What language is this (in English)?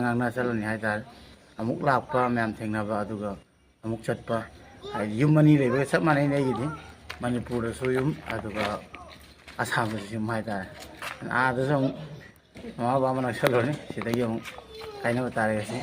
Manipuri